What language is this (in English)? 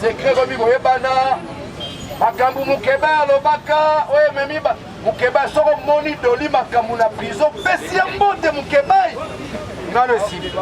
Lingala